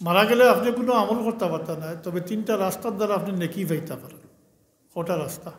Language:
Sylheti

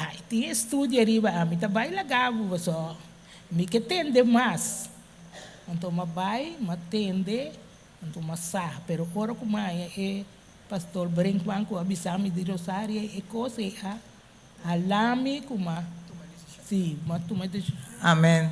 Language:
Papiamento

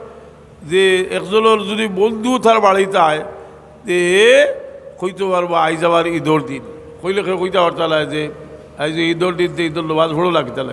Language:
Sylheti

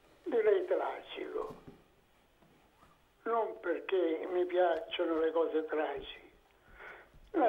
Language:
Italian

